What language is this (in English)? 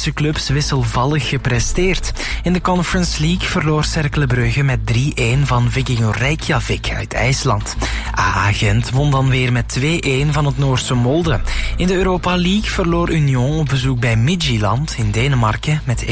Dutch